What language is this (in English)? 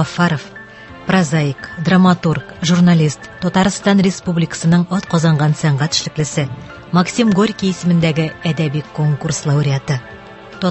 Tatar